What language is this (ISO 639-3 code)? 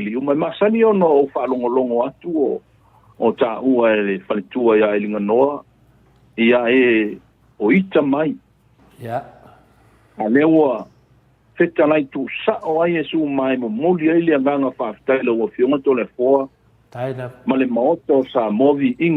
smo